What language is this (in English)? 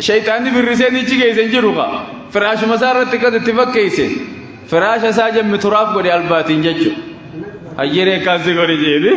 Oromo